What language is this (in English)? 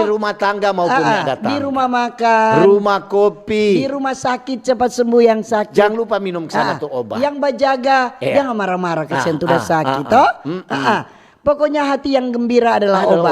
Manado Malay